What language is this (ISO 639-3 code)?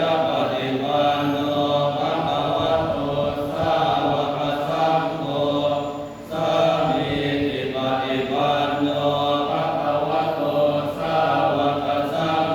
pli